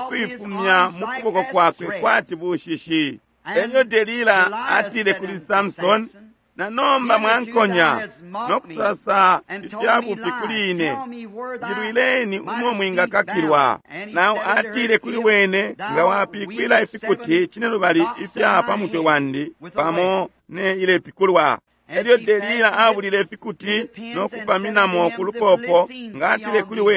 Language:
Bemba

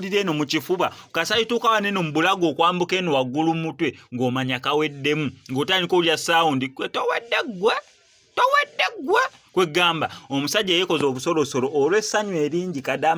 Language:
Ganda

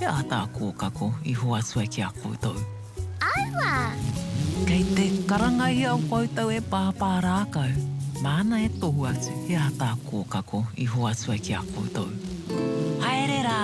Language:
Māori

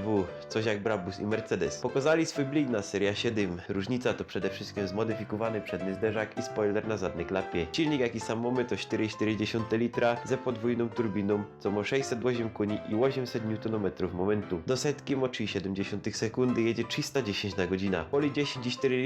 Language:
Silesian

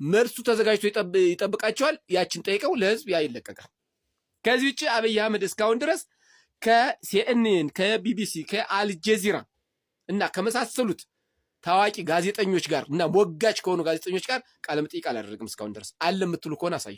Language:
Amharic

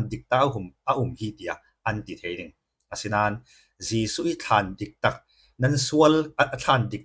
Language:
Falam Chin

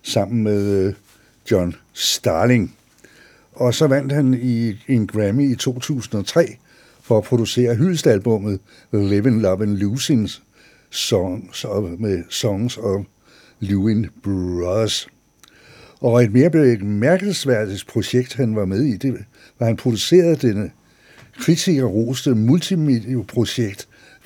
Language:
Danish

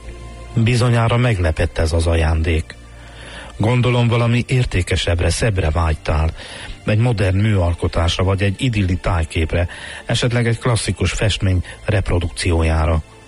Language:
Hungarian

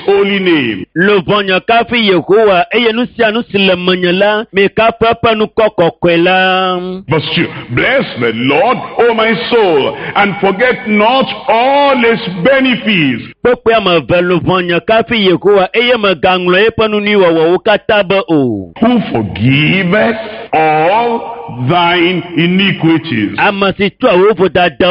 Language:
Ewe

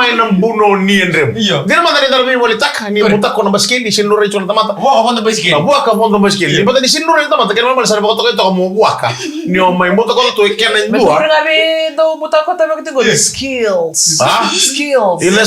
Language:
Fijian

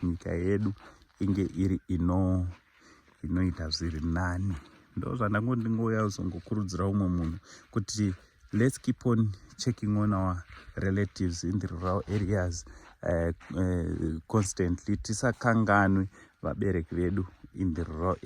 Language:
Shona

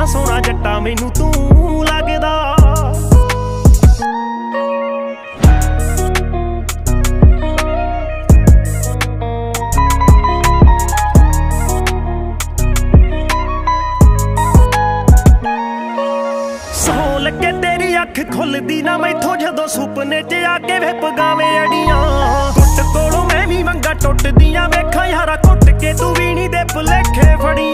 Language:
Punjabi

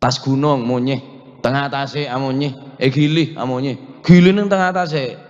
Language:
Madurese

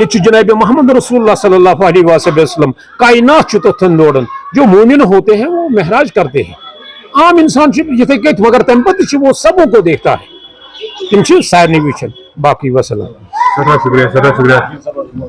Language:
Kashmiri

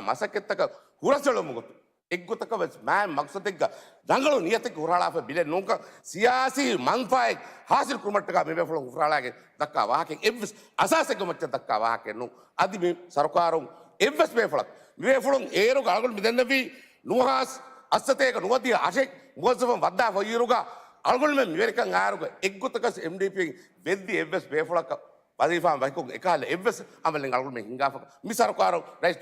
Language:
Divehi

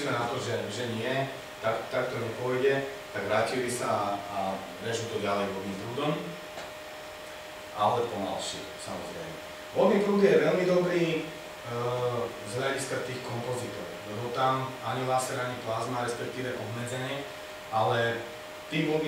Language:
Slovak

